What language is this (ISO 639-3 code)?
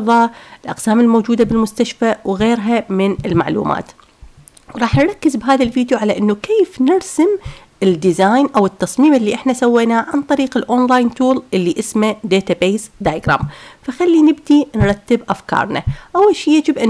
acm